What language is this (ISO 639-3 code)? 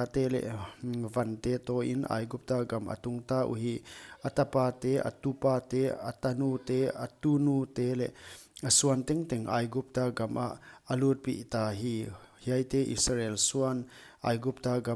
pck